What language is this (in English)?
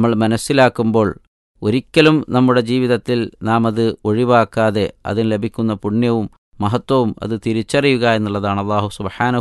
Malayalam